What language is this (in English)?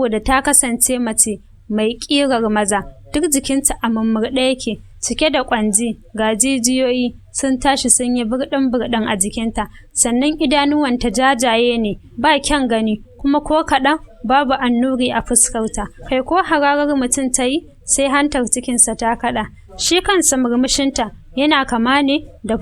Hausa